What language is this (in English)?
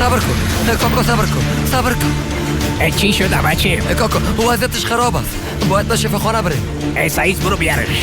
Persian